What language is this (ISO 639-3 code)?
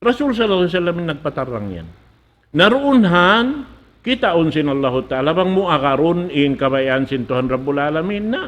tsg